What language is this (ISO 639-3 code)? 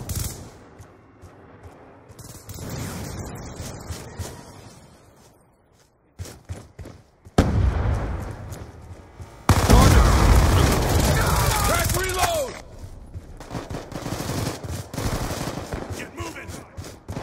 eng